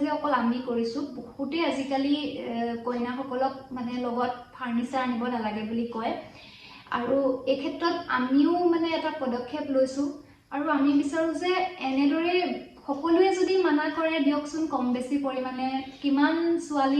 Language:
Assamese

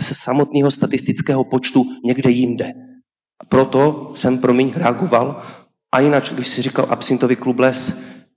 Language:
Czech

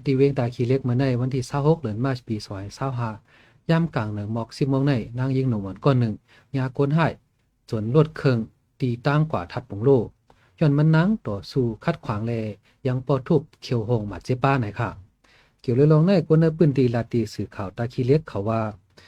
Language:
Shan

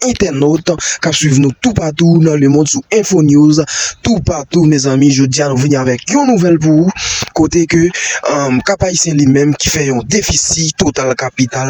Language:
Haitian Creole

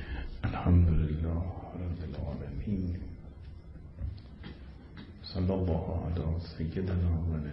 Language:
Persian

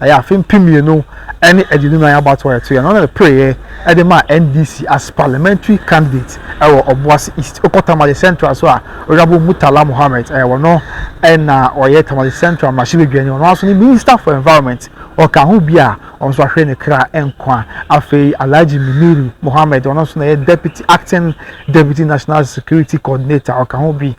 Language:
Akan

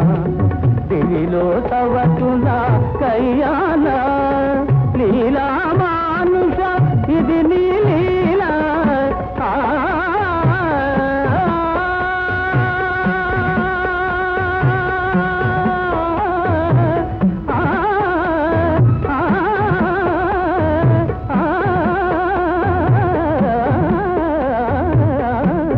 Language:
Telugu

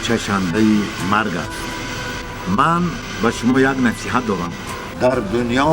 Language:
Tajik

